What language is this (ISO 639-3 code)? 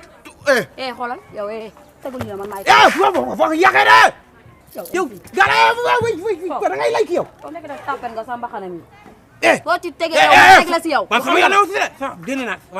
wol